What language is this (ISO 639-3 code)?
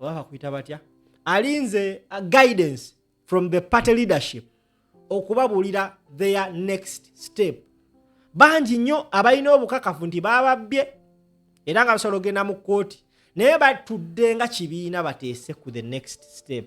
lug